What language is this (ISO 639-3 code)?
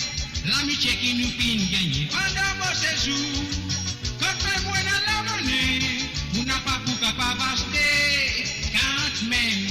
mfe